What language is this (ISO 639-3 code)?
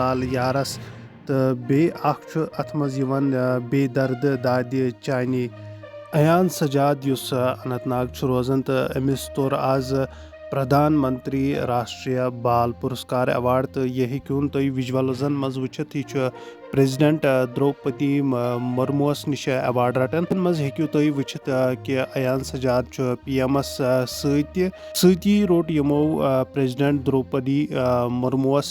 kas